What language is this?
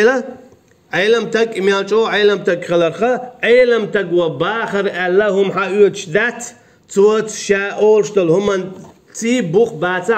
Chechen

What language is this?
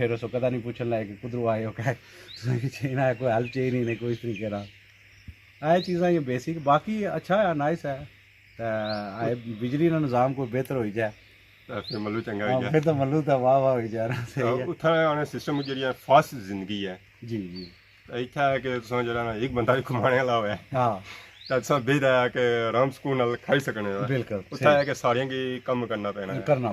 Pahari-Potwari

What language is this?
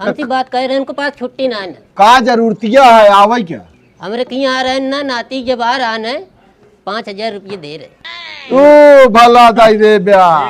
Awadhi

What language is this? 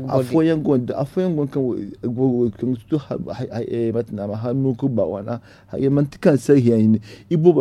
Zarma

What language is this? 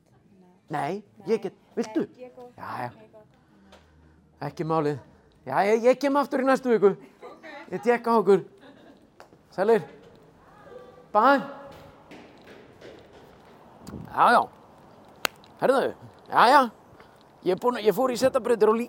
Icelandic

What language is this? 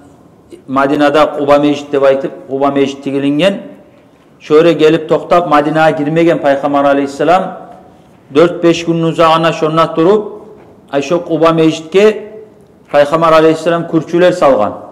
Kumyk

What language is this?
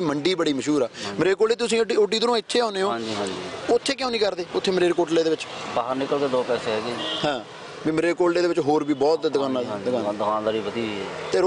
Punjabi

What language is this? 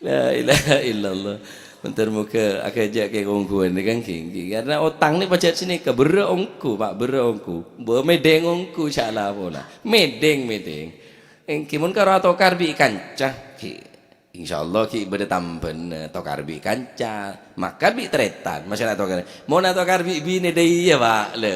Madurese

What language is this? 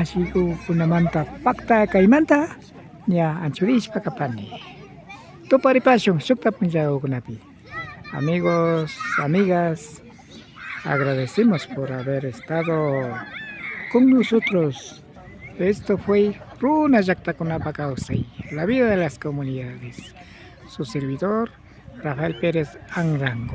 Imbabura Highland Quichua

